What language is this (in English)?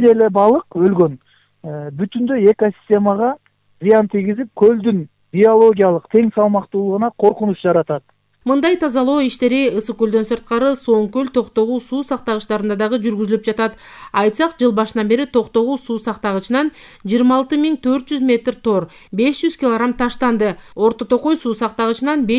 Kyrgyz